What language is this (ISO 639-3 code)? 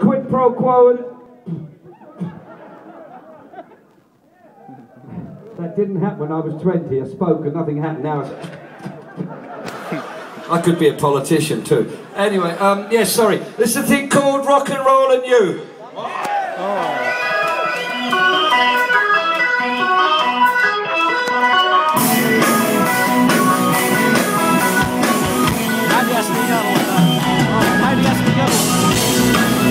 eng